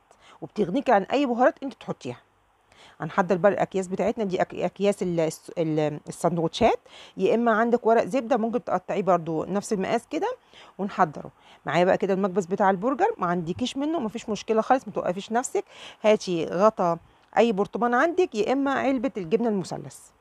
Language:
Egyptian Arabic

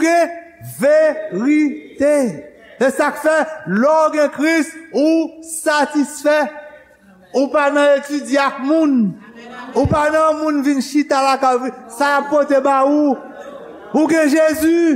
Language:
Haitian Creole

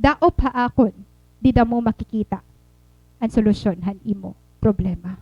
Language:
Waray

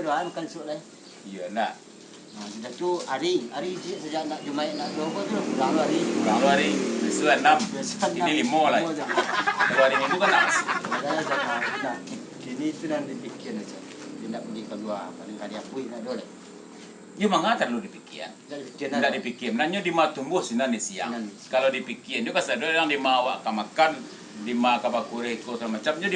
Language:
Minangkabau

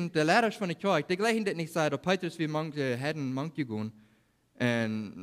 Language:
Plautdietsch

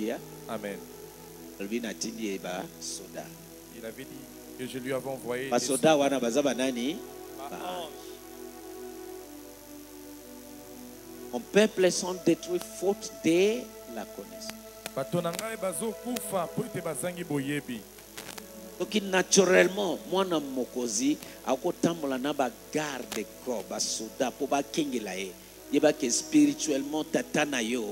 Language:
French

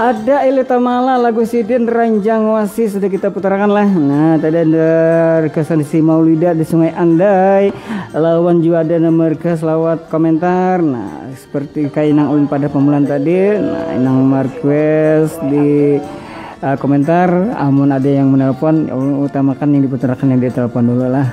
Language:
Banjar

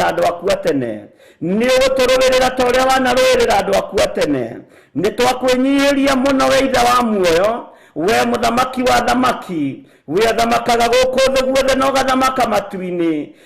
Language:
Kikuyu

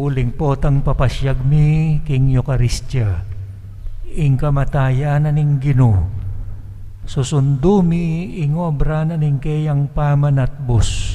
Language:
Pampanga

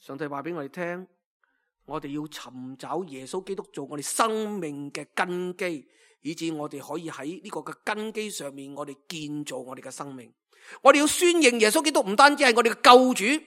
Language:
Cantonese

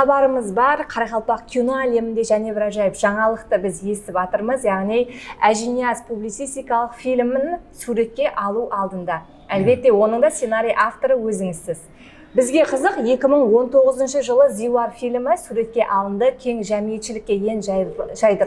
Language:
Kara-Kalpak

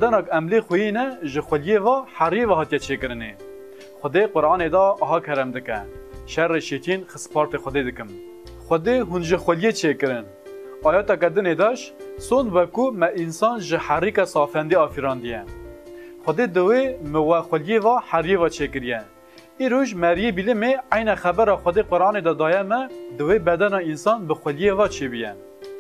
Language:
Kurdish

